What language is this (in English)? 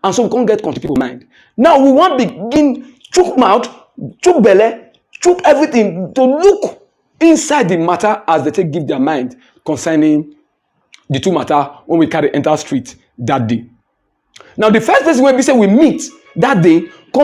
Nigerian Pidgin